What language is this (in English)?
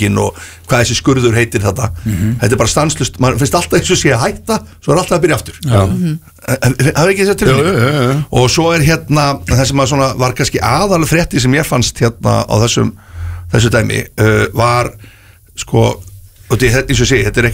Icelandic